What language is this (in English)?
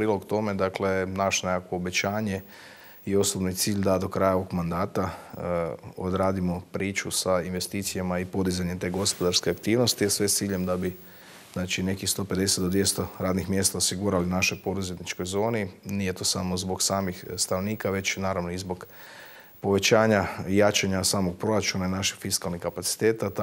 Croatian